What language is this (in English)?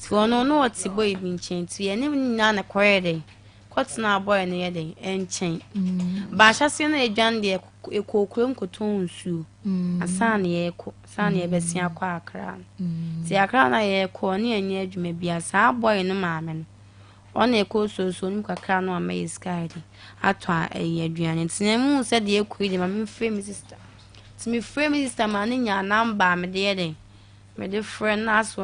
Akan